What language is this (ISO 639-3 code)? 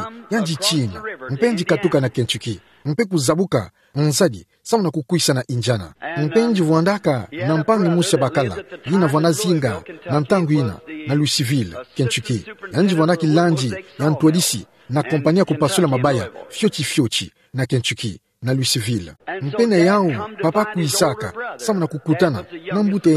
ktu